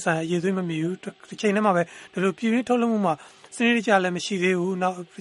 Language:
Burmese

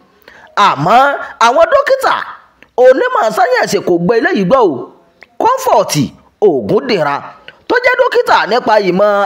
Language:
Yoruba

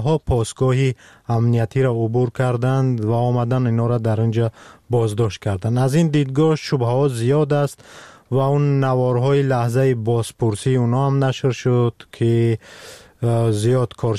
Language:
Persian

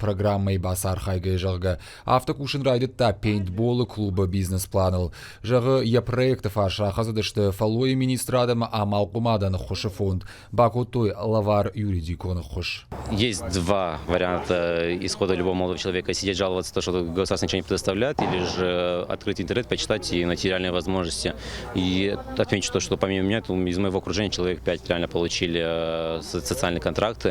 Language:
Ossetic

